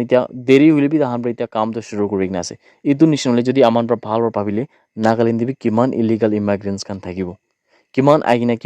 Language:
Naga Pidgin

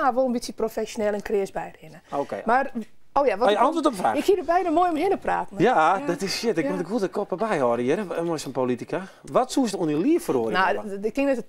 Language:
Western Frisian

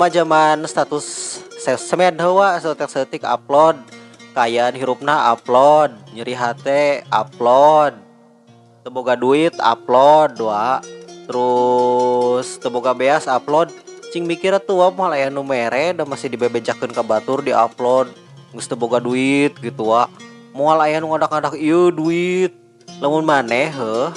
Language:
Sundanese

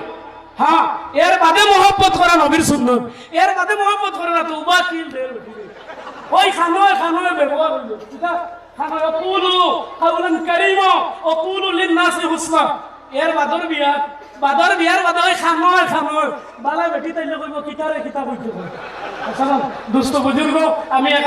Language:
Sylheti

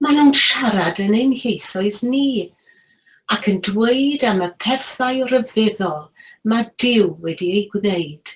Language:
Welsh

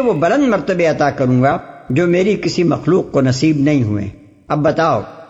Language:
Urdu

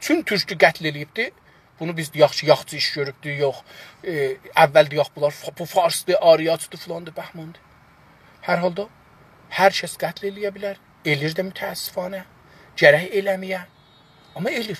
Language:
South Azerbaijani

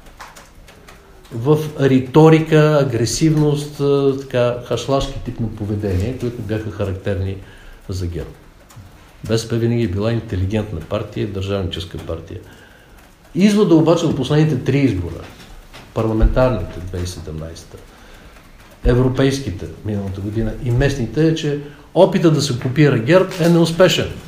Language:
Bulgarian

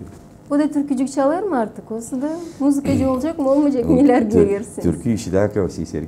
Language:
Gagauz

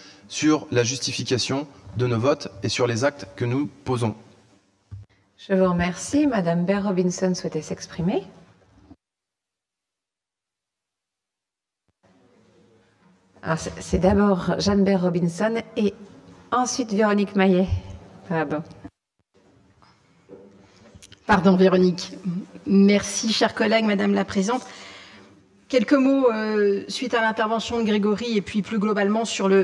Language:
French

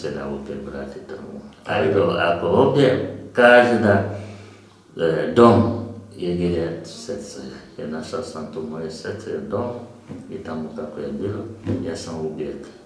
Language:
Croatian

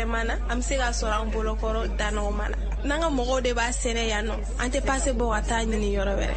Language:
Bambara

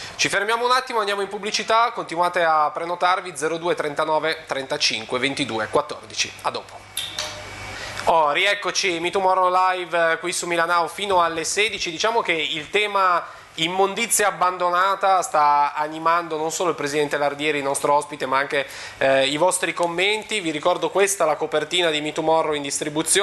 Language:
Italian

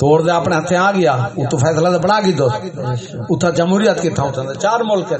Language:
Saraiki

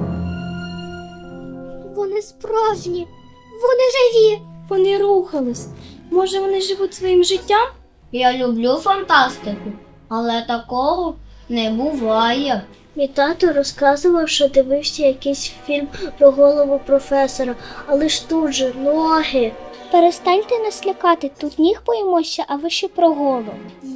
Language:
Ukrainian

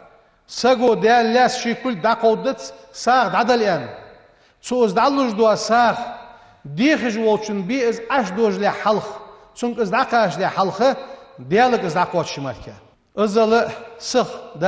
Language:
Ingush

